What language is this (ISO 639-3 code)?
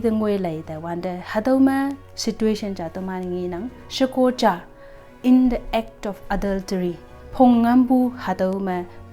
nbe